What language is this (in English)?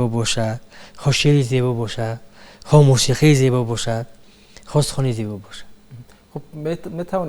Tajik